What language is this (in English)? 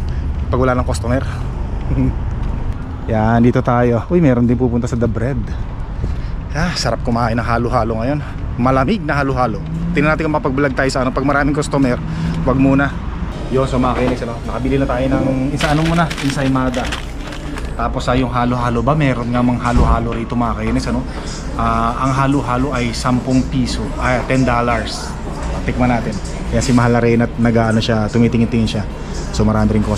Filipino